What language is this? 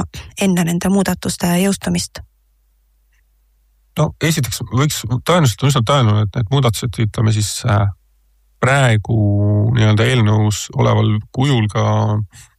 Estonian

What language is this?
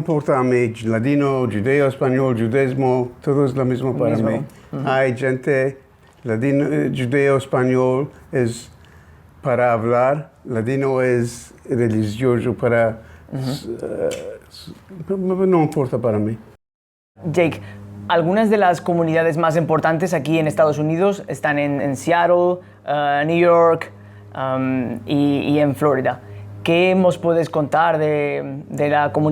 Ladino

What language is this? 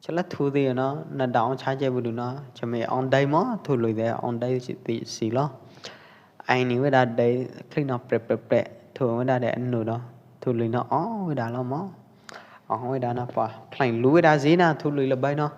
Pwo Eastern Karen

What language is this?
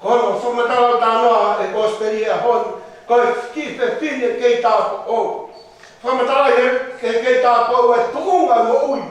Tongan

